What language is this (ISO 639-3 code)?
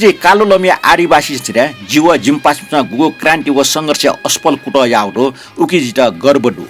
new